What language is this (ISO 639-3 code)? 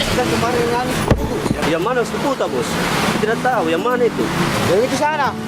mfp